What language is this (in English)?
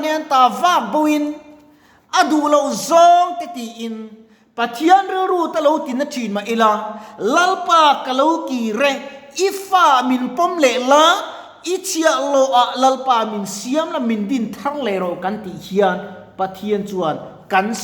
Mizo